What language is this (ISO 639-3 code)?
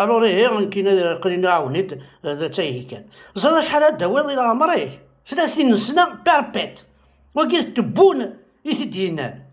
kab